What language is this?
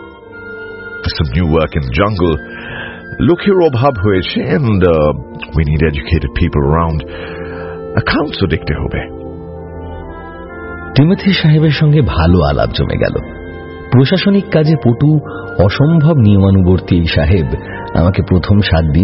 Bangla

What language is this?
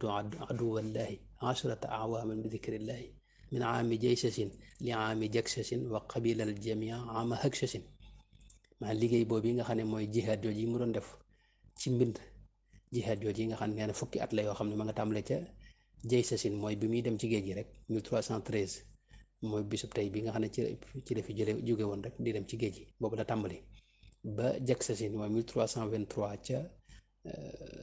Wolof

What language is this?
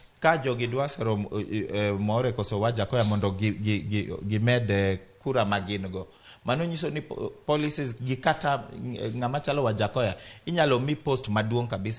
Luo (Kenya and Tanzania)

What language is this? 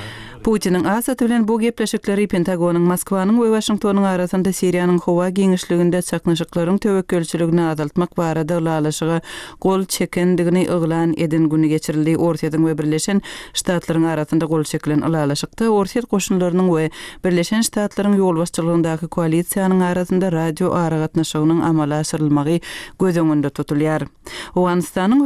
Turkmen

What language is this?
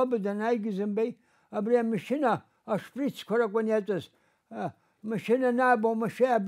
Abkhazian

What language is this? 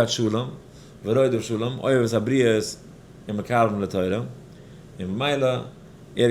Yiddish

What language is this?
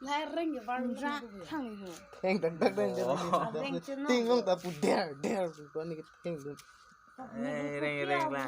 Karbi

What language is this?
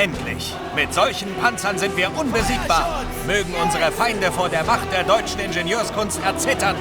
Bavarian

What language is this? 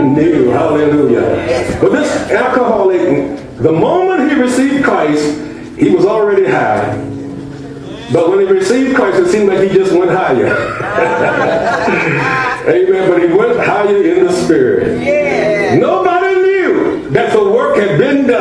English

